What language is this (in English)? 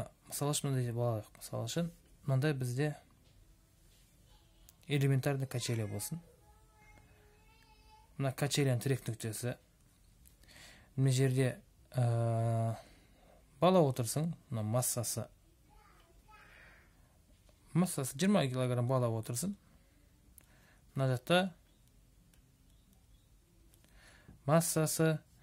Kazakh